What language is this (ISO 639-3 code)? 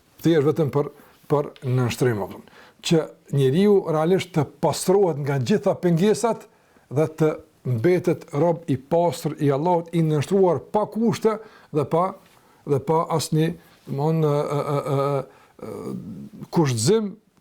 sqi